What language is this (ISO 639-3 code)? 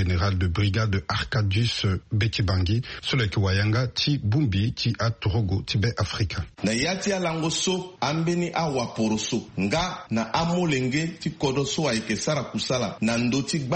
sag